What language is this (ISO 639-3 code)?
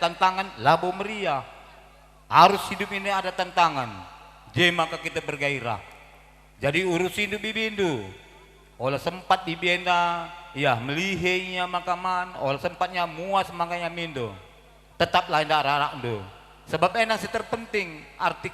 btx